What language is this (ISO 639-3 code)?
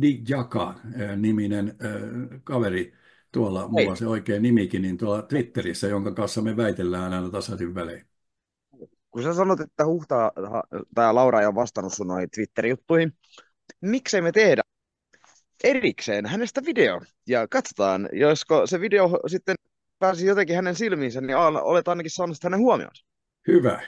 fin